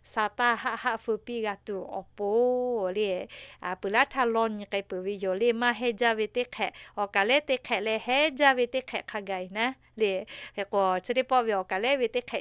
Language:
Lahu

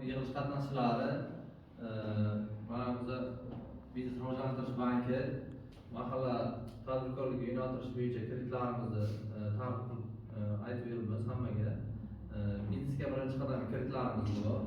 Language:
Uzbek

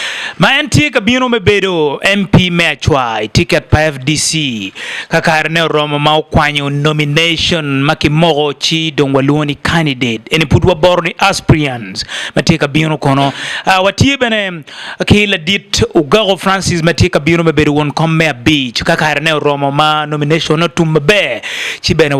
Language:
Acoli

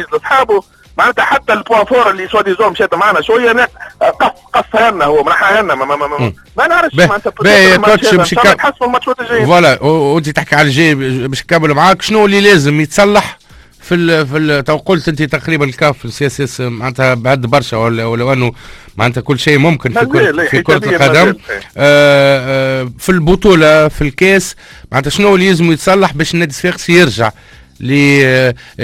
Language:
Tunisian Arabic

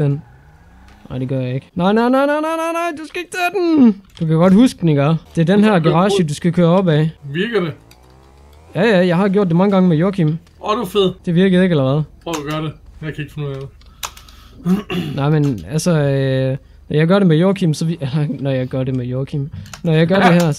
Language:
Danish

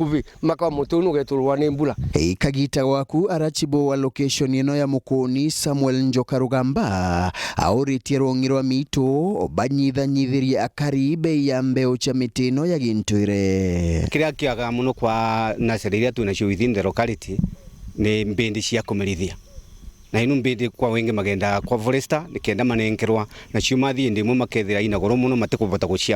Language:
Meru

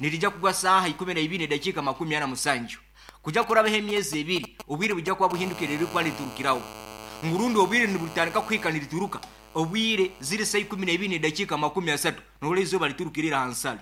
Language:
Nyoro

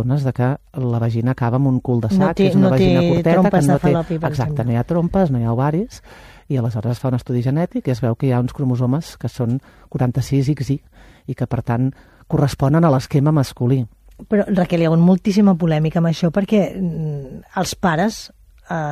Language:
Catalan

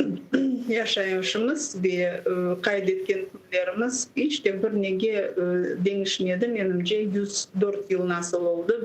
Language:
Crimean Tatar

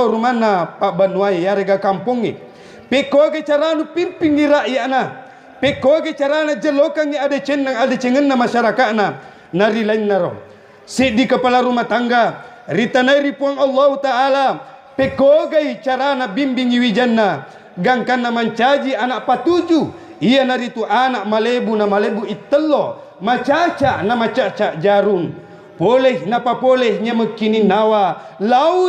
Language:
Buginese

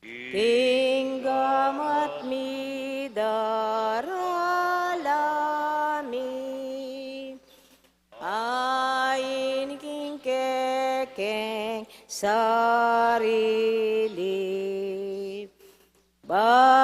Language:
Pampanga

